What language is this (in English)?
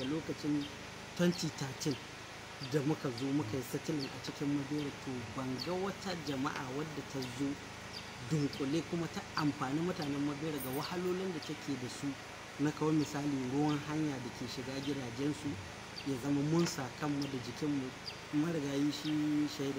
Hausa